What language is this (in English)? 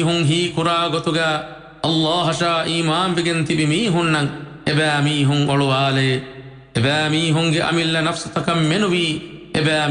Divehi